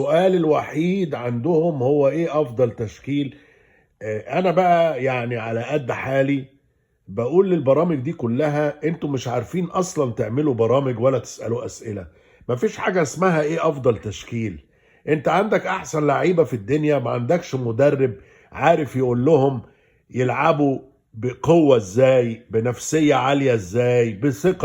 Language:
Egyptian Arabic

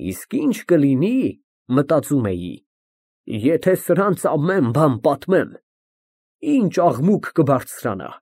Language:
Armenian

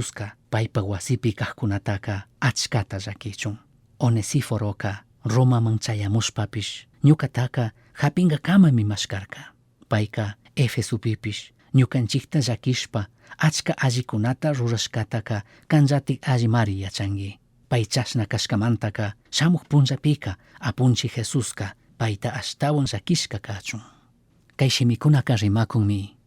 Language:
Chimborazo Highland Quichua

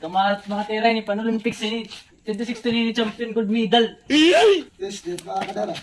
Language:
Waray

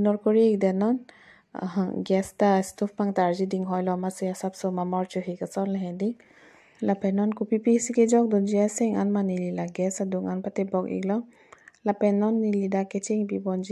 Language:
Karbi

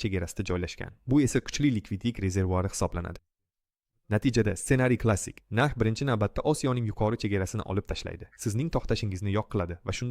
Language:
Uzbek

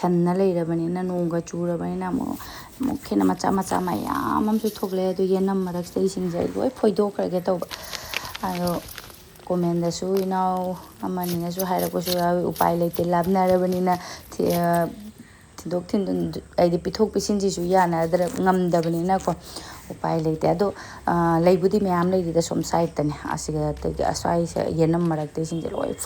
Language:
Manipuri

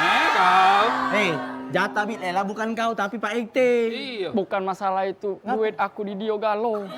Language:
Musi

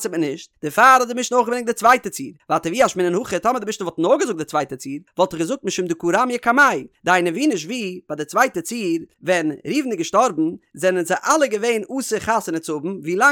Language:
Yiddish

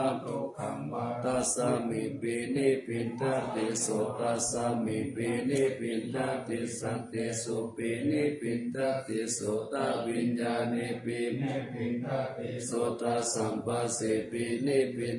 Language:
Pali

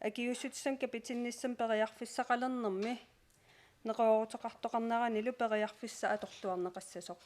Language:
Kalaallisut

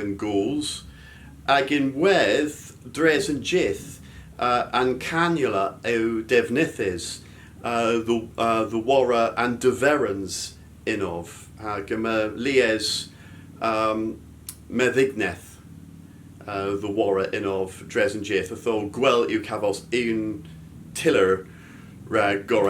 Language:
Cornish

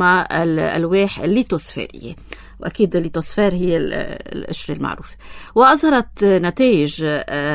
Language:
North Levantine Arabic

